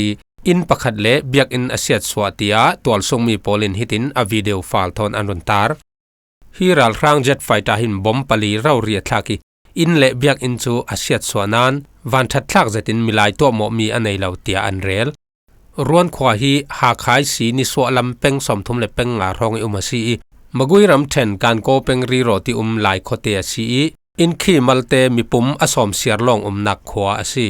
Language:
Falam Chin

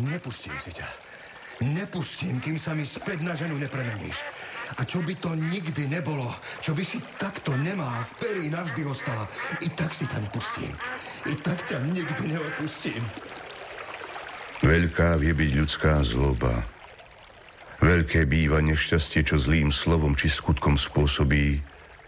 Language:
Slovak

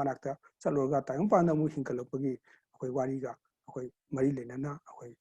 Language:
Manipuri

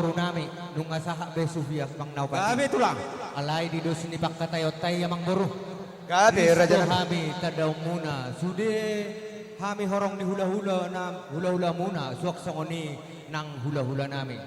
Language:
Batak Toba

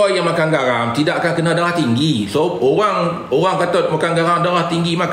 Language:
Malay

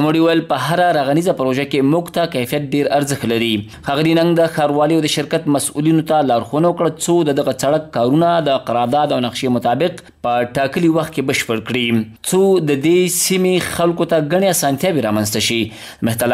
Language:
Pashto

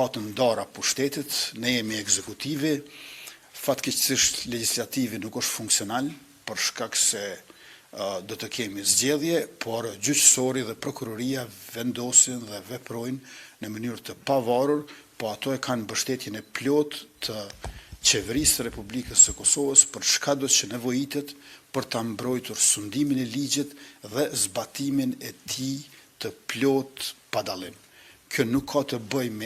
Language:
Albanian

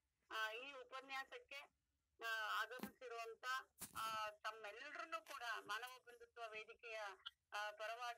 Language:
Kannada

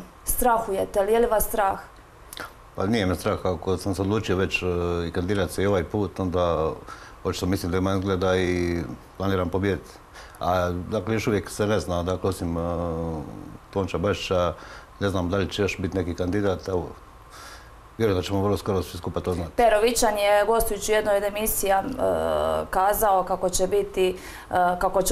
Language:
Croatian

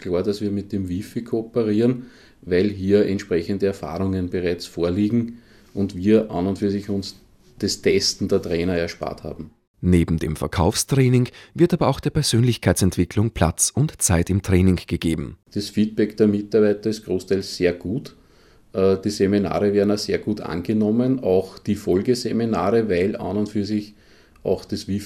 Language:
German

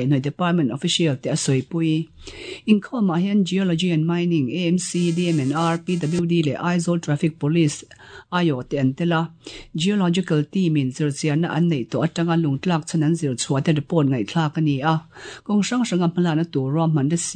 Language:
Mizo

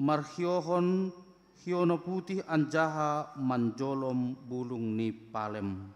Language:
Batak Simalungun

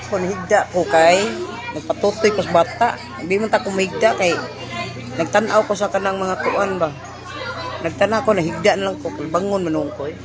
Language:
Cebuano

